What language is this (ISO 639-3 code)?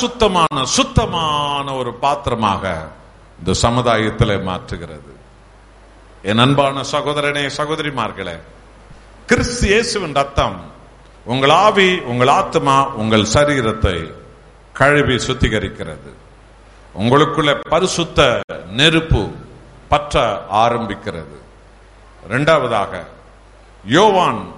tam